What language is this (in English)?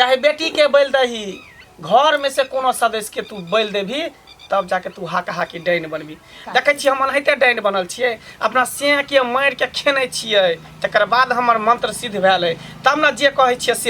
Maithili